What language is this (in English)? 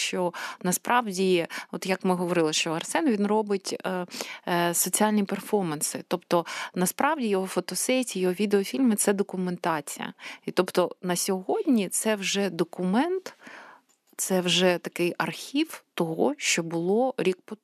Ukrainian